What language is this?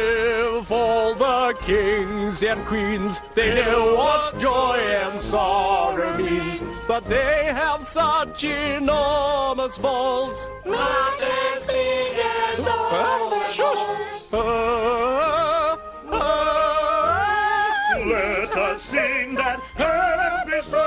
Kurdish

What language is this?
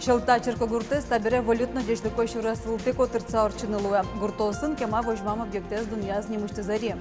Udmurt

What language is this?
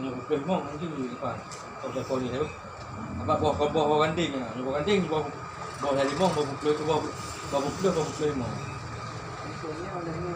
Achinese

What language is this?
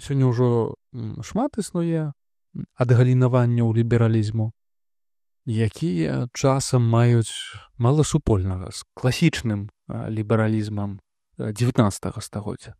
Belarusian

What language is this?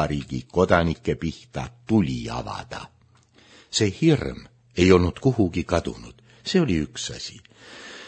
Estonian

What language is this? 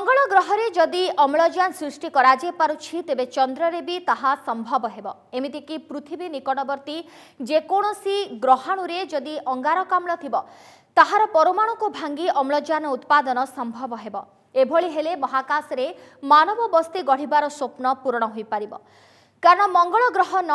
Odia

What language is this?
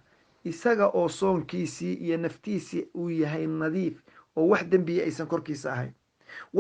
Somali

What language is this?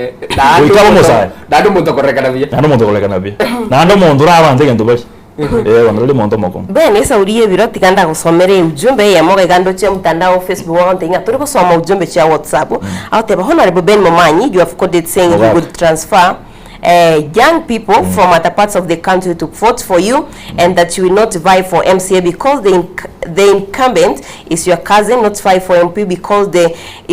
Gusii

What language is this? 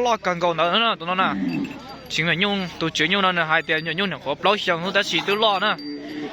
Hmong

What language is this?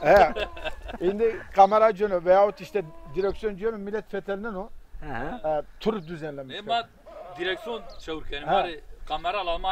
Zaza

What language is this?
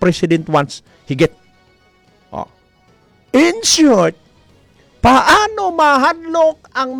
Cebuano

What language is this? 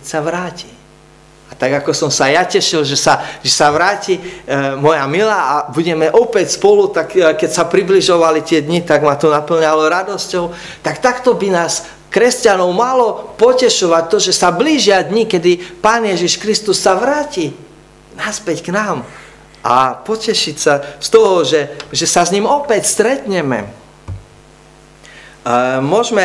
Slovak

